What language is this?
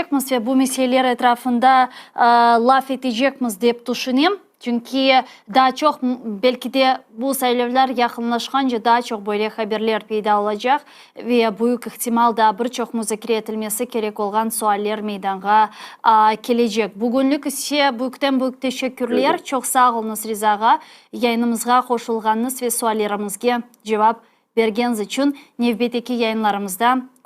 Crimean Tatar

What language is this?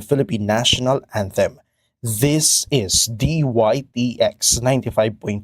Waray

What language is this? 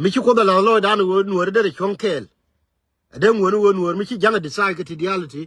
Nuer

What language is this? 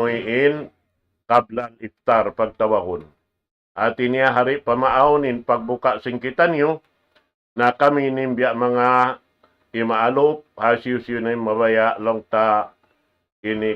Tausug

